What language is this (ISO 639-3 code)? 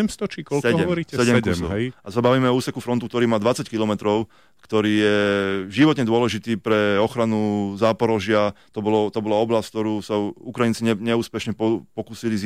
slk